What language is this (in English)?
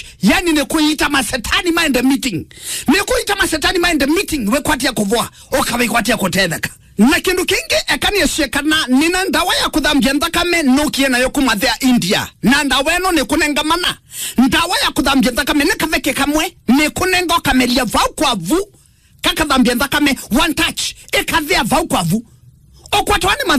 Kamba